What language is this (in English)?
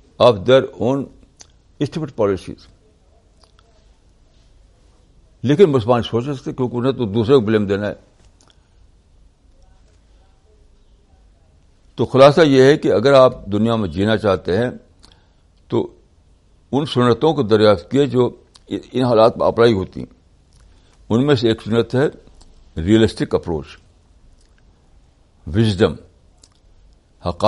Urdu